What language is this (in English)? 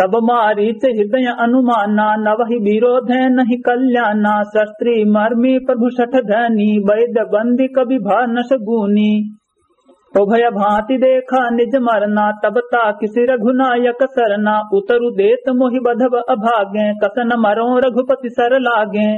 Awadhi